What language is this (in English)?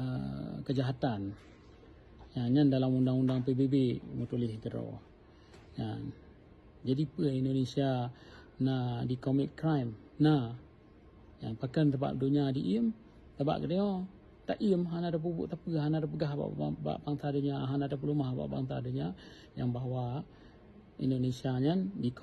Achinese